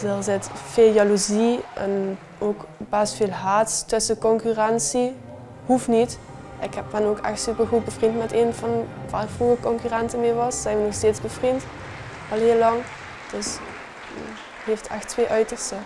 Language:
Limburgish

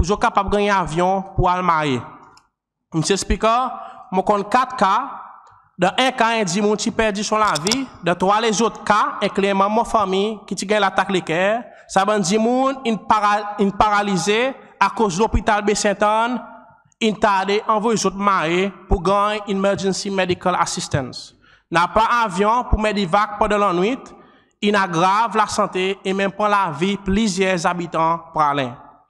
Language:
Seselwa Creole French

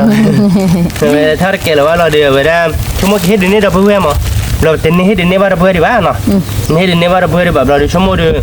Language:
S'gaw Karen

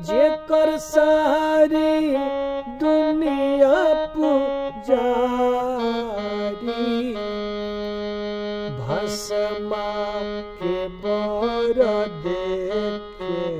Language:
Bhojpuri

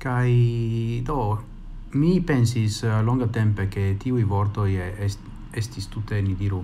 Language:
Esperanto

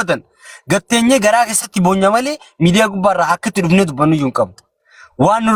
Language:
Oromo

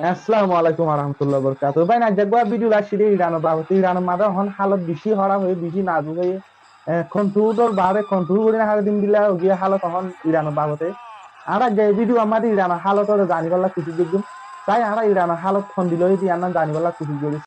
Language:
Rohingya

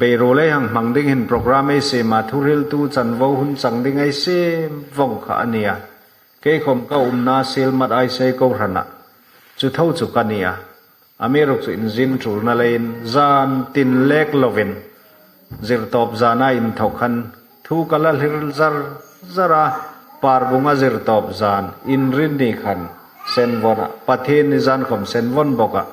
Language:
Hmar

